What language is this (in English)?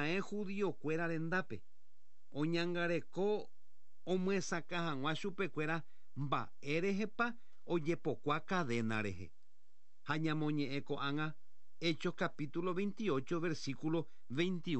Guarani